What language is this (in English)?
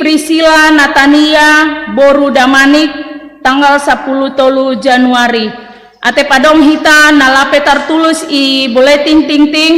Batak Simalungun